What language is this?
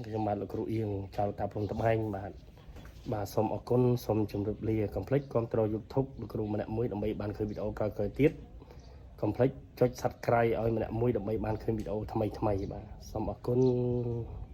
Khmer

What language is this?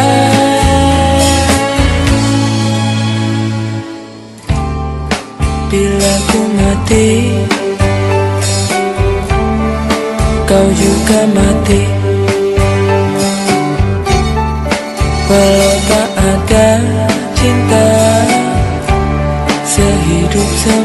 Indonesian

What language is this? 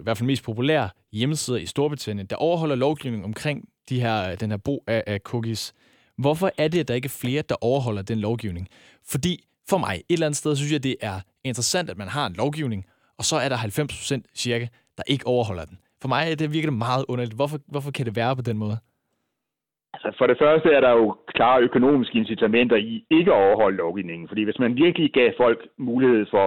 Danish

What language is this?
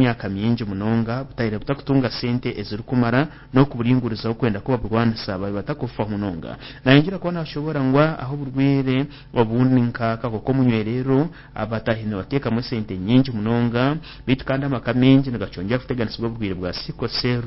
Nyankole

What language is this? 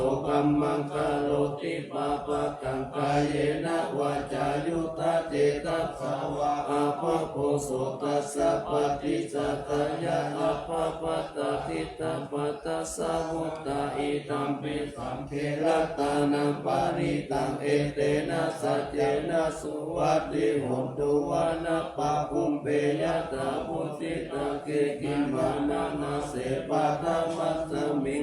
Pali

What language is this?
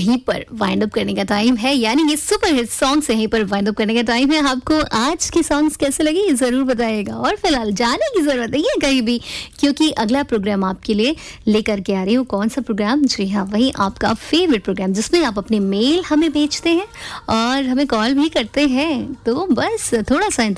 Hindi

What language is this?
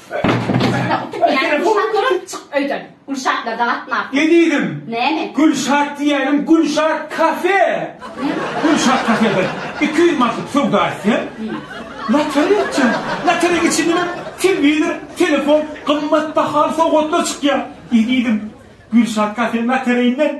Turkmen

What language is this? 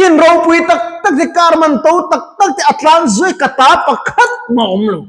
Mizo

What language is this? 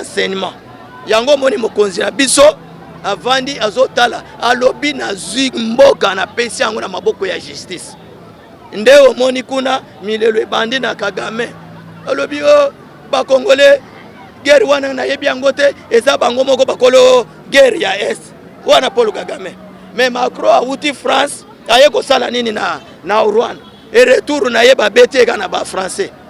Lingala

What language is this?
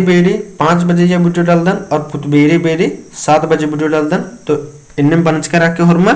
Kurukh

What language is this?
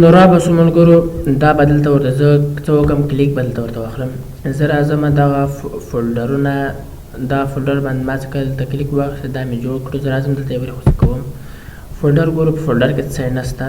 Pashto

